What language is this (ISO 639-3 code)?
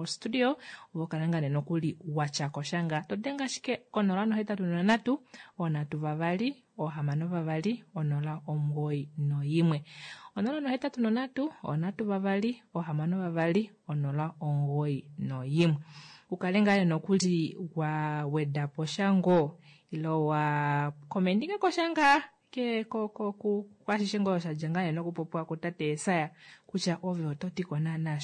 kua